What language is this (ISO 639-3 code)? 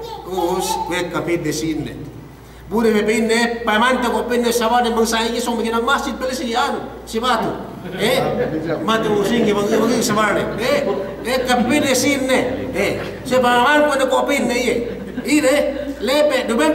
yka